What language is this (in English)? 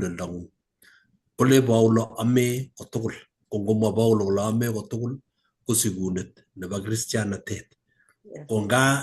Kalenjin